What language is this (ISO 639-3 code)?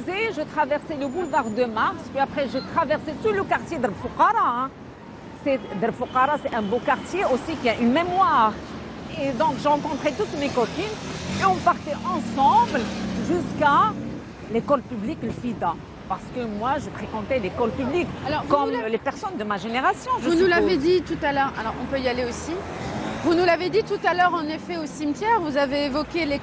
fra